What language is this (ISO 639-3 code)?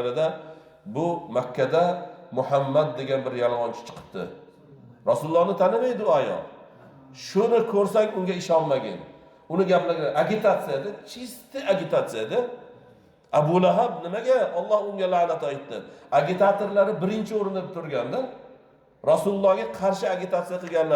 uzb